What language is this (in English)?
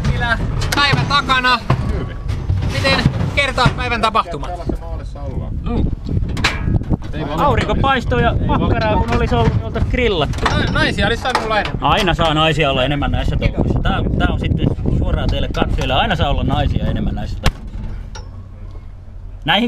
Finnish